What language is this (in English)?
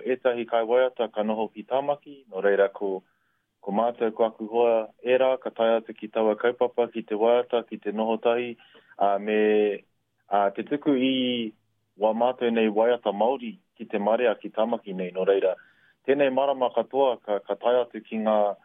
Māori